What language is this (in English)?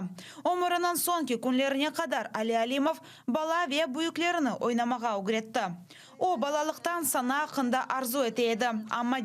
Crimean Tatar